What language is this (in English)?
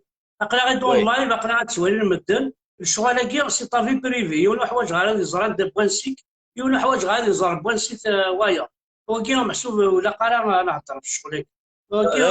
Kabyle